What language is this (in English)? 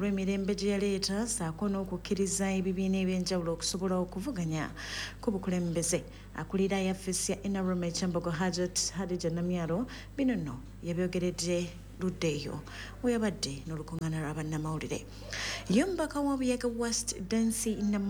Ganda